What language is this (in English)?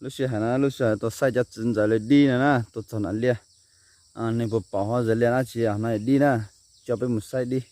Hmong